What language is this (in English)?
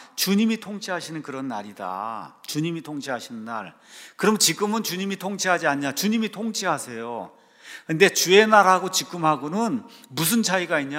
Korean